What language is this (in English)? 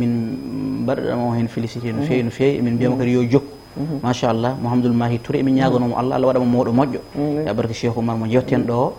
Fula